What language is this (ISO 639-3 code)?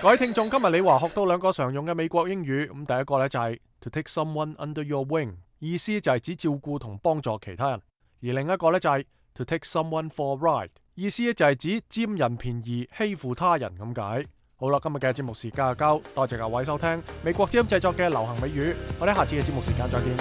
yue